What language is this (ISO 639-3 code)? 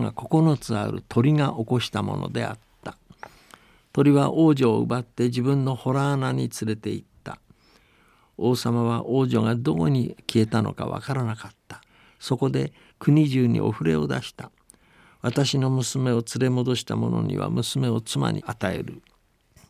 jpn